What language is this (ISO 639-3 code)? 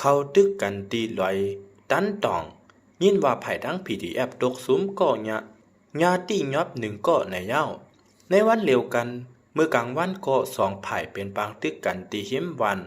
shn